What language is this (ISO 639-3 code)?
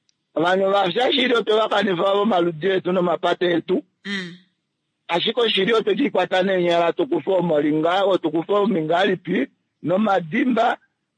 kua